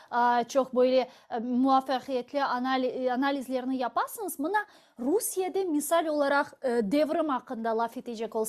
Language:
Crimean Tatar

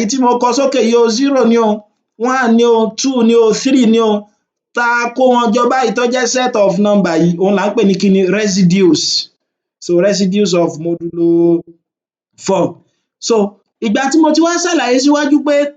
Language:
Yoruba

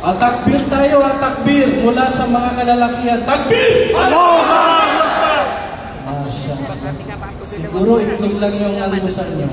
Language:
Maranao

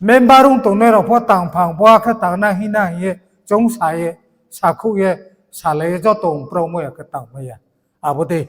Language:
Riang (India)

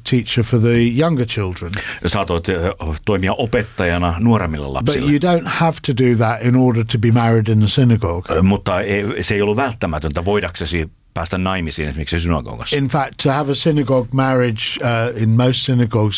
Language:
Finnish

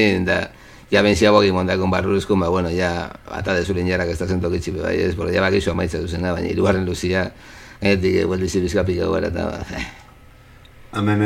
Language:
Basque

